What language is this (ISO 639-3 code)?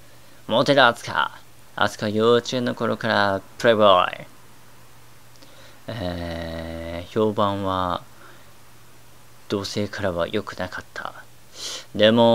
jpn